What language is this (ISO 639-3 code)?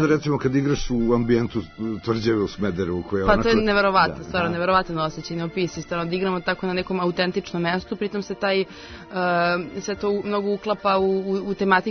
srp